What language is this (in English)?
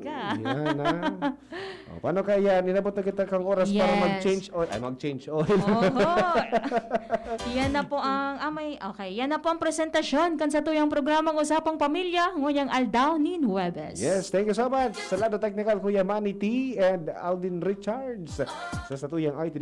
Bikol